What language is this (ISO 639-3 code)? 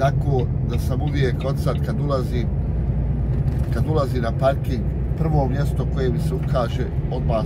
hrv